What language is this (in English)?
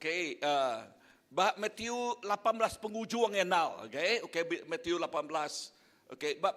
Iban